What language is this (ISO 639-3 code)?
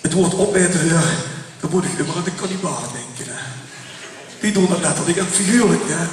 lim